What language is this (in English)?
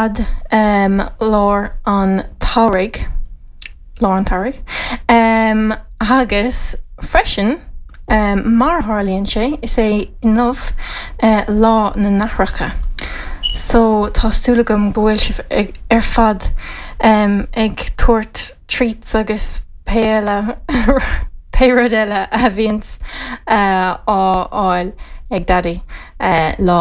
Irish